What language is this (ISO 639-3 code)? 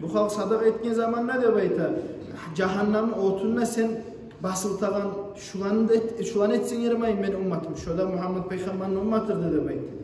kum